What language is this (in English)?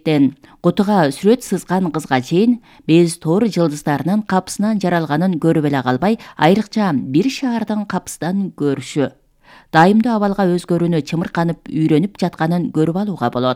Kyrgyz